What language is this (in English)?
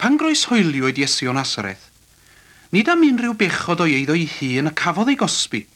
Welsh